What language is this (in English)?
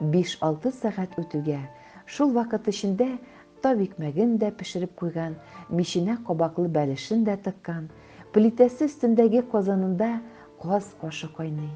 Tatar